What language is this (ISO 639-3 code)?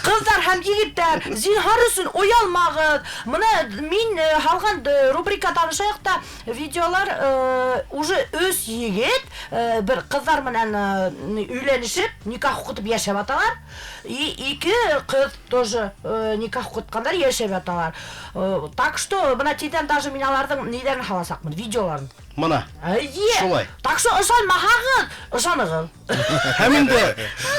bak